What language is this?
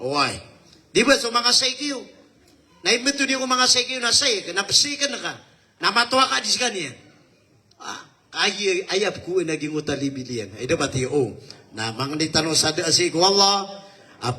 Maranao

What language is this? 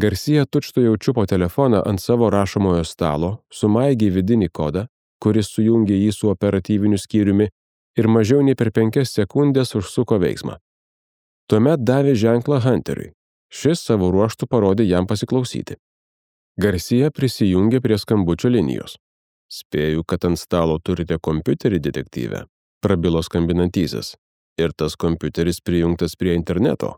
Lithuanian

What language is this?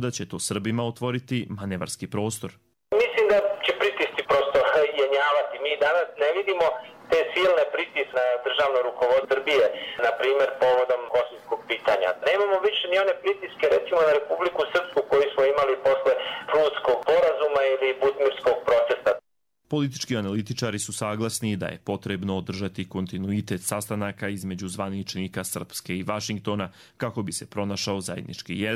Croatian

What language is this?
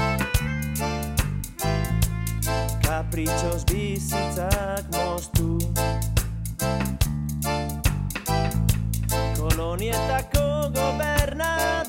Basque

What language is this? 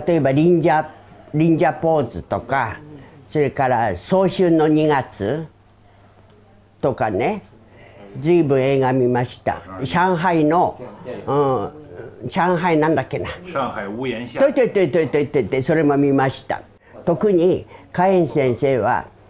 Japanese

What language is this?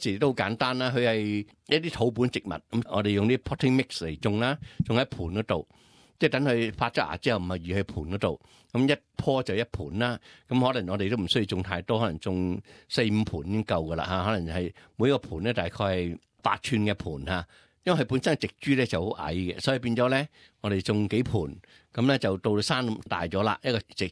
Cantonese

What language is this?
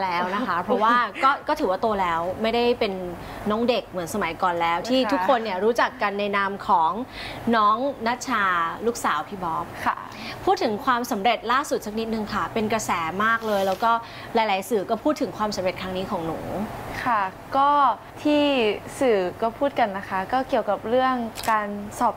Thai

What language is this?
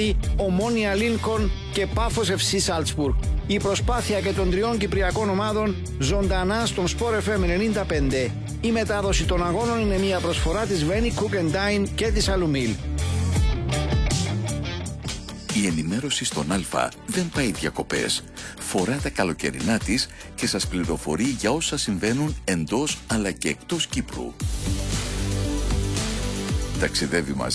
Greek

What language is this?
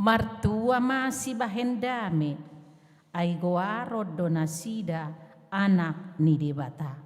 Batak Toba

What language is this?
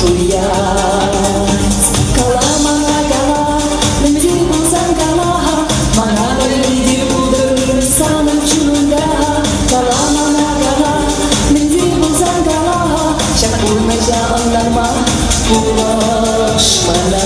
Chuvash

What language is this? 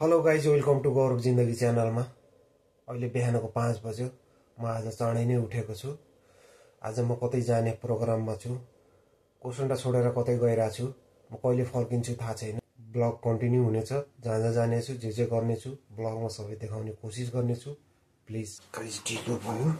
Nepali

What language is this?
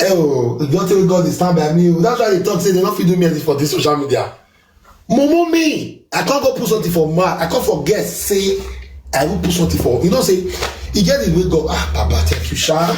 Nigerian Pidgin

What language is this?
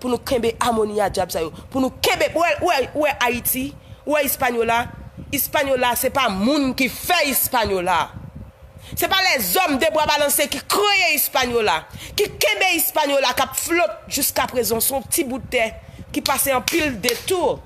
Haitian Creole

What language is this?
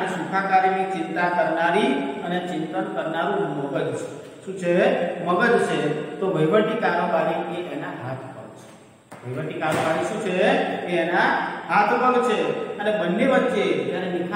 Gujarati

